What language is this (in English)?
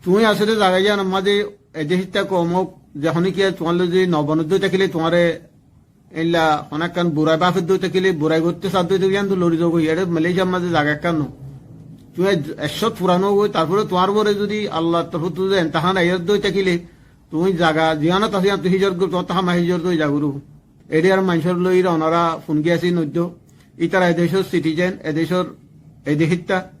Rohingya